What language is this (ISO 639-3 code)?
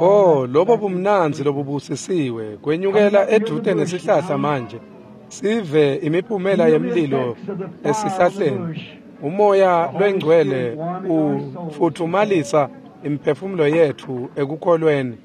ssw